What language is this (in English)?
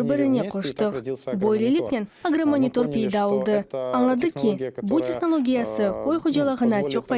Crimean Tatar